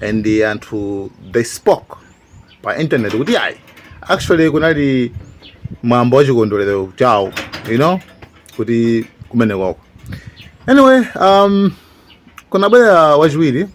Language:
Nyanja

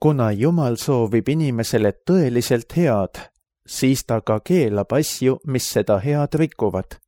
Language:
Estonian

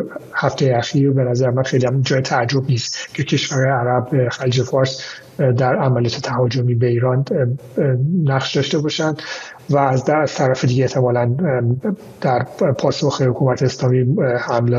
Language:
Persian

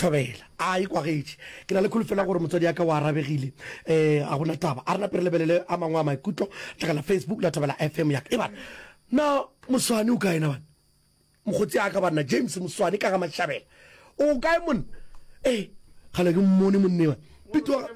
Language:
Northern Sotho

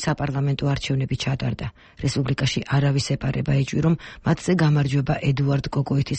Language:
Georgian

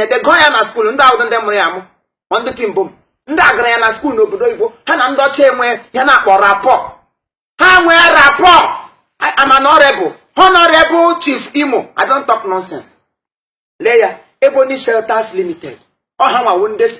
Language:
Igbo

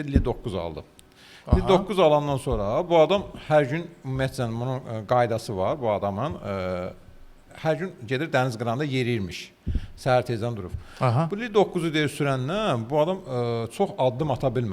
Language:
Azerbaijani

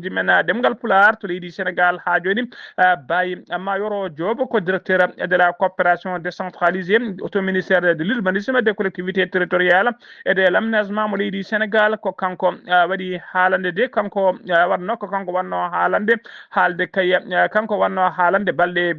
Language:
Fula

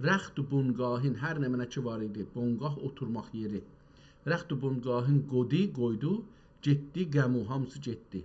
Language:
South Azerbaijani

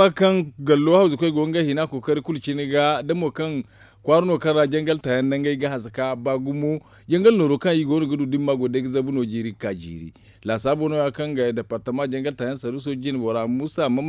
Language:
Zarma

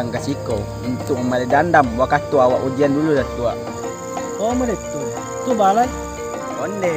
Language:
Minangkabau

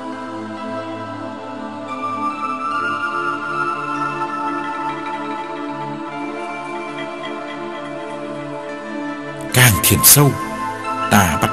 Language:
Vietnamese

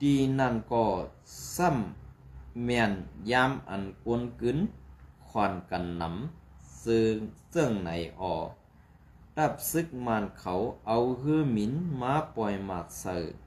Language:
Shan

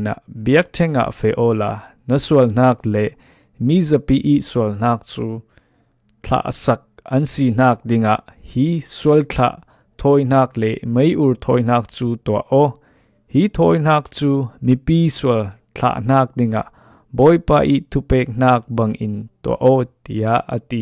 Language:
Falam Chin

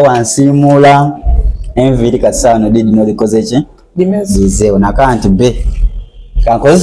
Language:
Soga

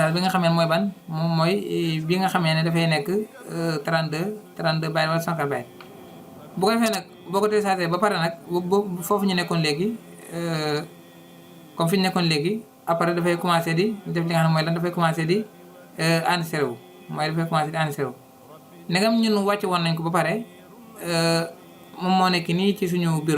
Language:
Wolof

